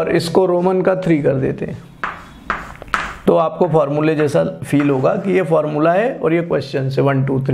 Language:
Hindi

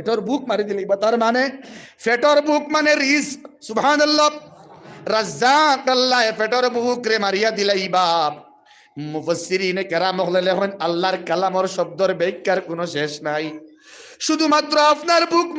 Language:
Sylheti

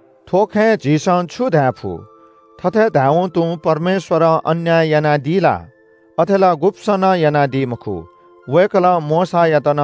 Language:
Newari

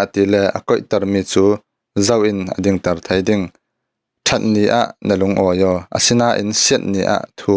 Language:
Falam Chin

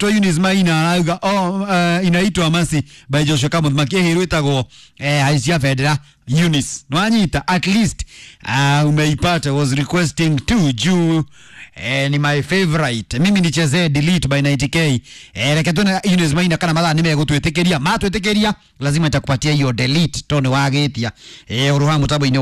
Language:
Kikuyu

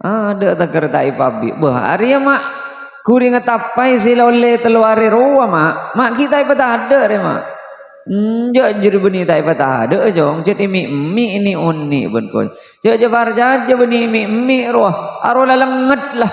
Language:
Madurese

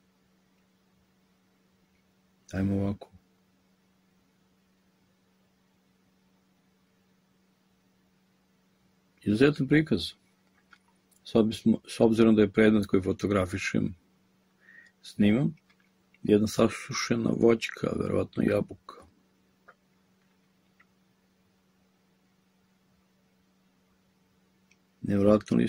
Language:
Serbian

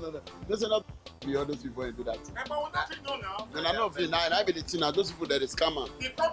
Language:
Nigerian Pidgin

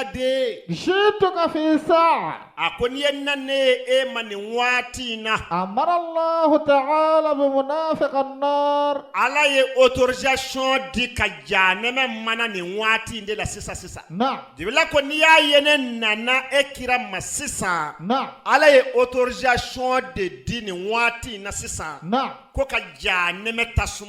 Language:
Bambara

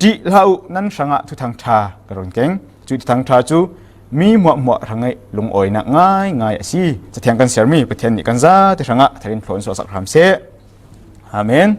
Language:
Falam Chin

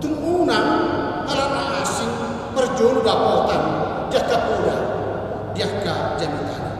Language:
Batak Toba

